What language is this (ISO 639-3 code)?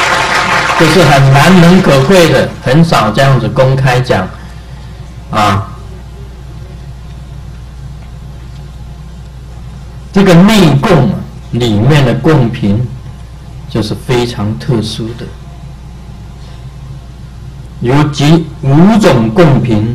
zho